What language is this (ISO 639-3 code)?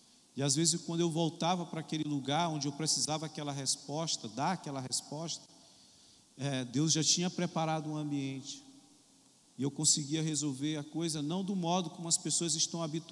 por